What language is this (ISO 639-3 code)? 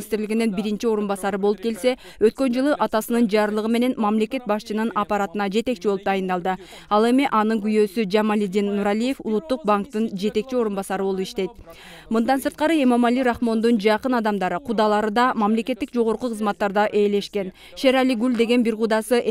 kir